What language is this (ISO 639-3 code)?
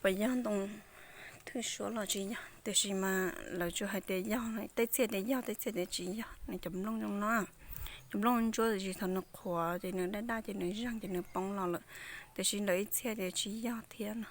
hmn